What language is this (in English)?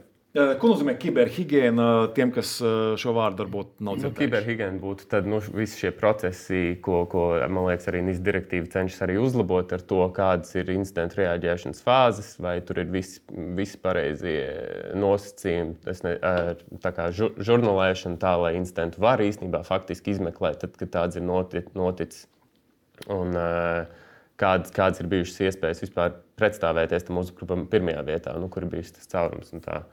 Latvian